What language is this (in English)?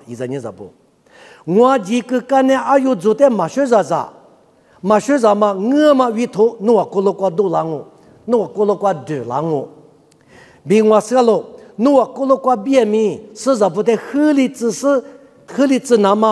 Lisu